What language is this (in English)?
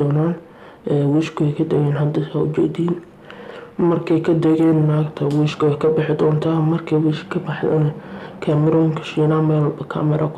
Somali